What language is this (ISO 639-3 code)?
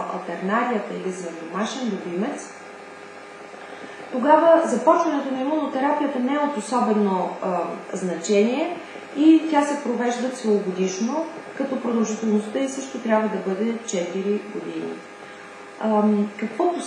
bul